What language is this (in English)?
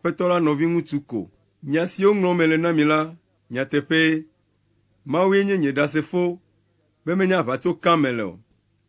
Ewe